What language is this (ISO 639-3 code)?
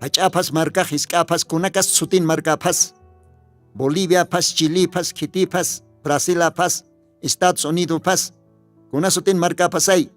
aym